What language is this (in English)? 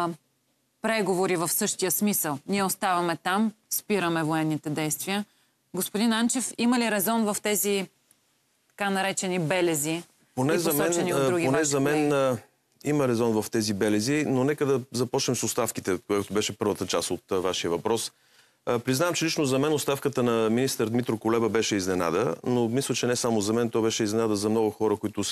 Bulgarian